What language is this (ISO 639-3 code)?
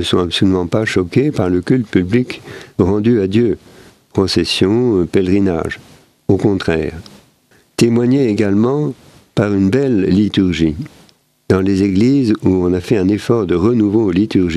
fra